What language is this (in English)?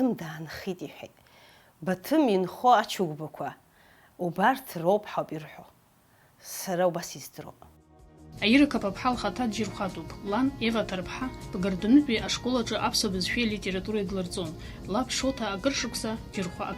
Abkhazian